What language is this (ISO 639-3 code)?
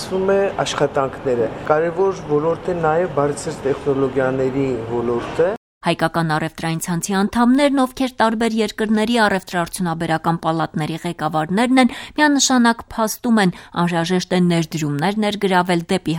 hye